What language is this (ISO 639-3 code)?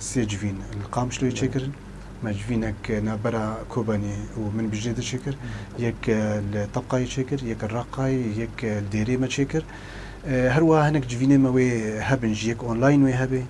kur